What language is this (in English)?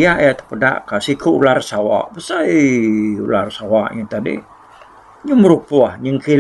Iban